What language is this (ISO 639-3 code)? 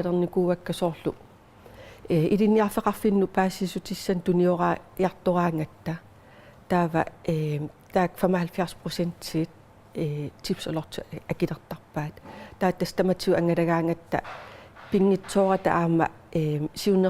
kal